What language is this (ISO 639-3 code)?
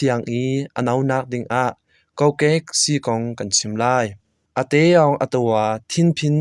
cnh